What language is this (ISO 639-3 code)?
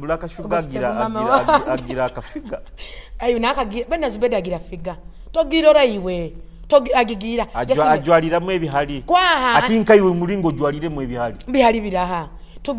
nyo